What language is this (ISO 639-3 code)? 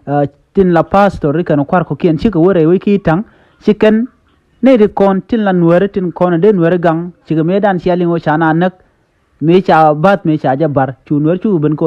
nus